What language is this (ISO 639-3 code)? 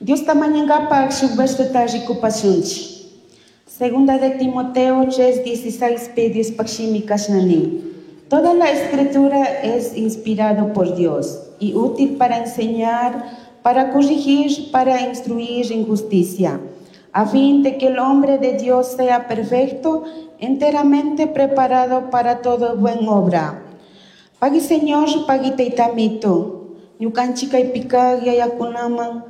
qug